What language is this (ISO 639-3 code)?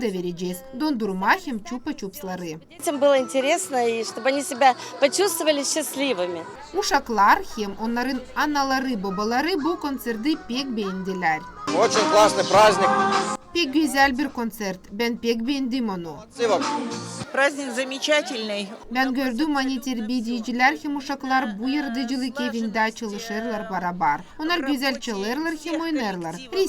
gag